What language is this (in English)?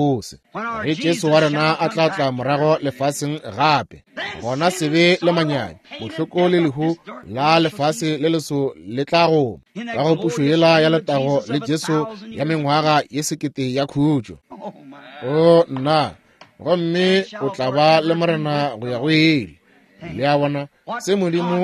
Northern Sotho